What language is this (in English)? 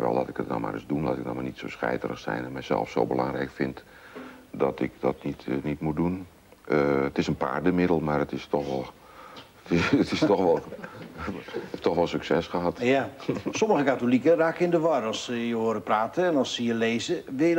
Dutch